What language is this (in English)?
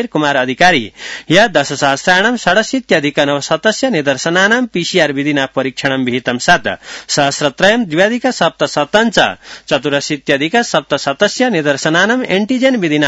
Sanskrit